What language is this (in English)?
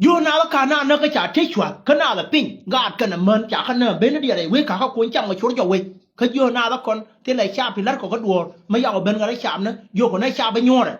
Nuer